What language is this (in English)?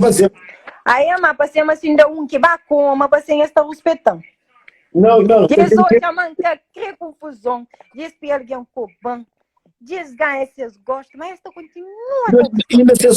Kabuverdianu